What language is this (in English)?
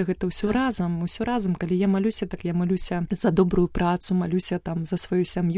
Belarusian